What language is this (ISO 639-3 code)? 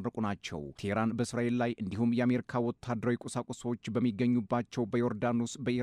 amh